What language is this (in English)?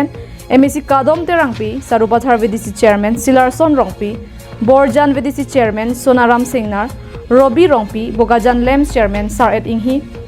Karbi